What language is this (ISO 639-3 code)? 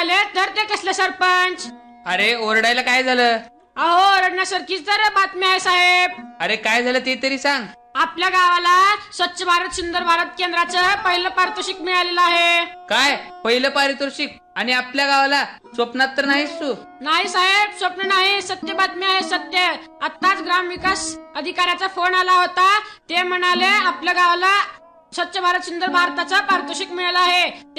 mar